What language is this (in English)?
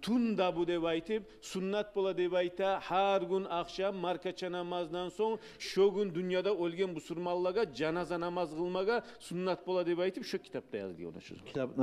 Kumyk